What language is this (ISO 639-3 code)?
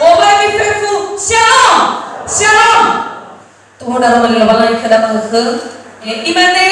nia